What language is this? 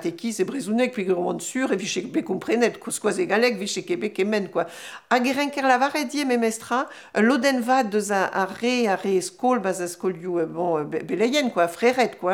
Breton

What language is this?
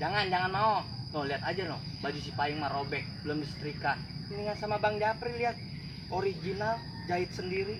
Betawi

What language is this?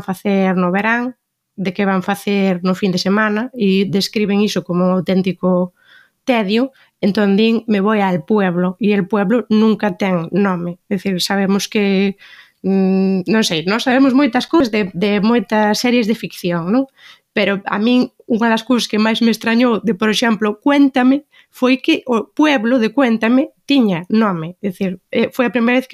Galician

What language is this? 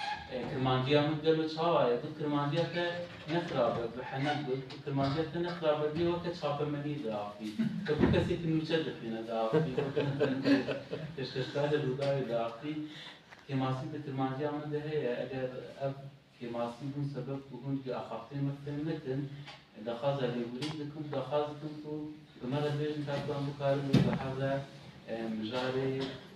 Kurdish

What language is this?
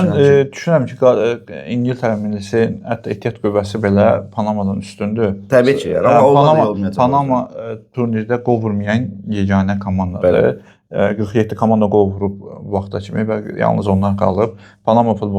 Azerbaijani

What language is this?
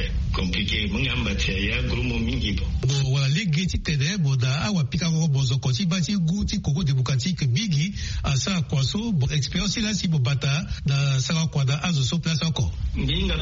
Sango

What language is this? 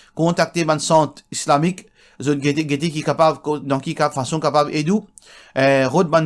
Morisyen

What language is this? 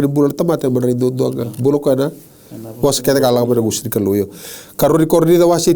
Fijian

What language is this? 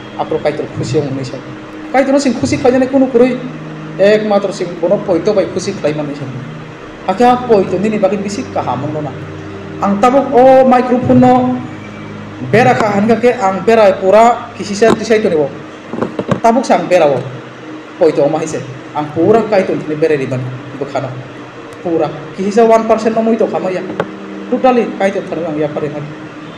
Kok Borok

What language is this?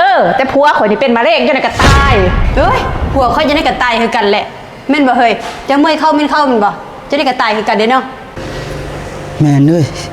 Lao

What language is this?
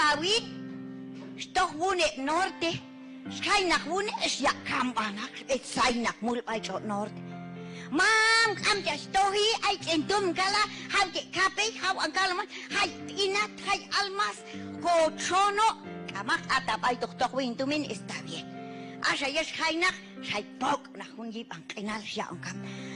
Q'anjob'al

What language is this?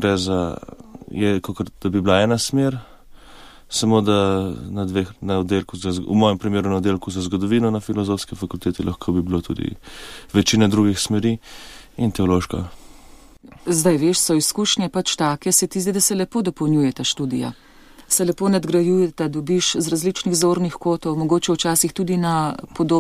Slovenian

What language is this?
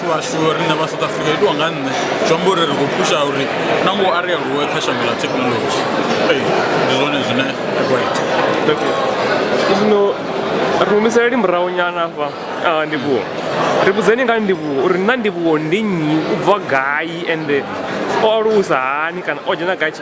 Venda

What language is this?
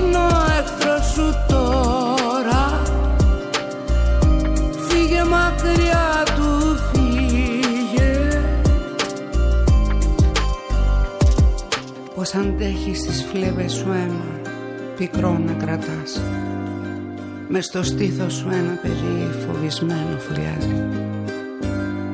Greek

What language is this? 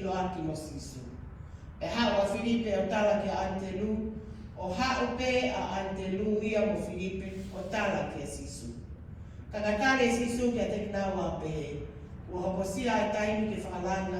Tongan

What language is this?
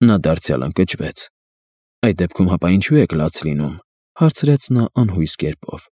Armenian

